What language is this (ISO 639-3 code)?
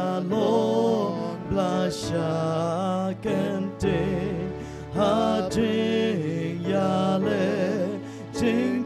kha